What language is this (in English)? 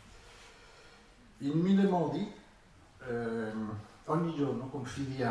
Italian